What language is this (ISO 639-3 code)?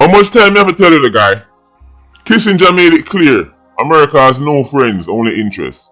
jam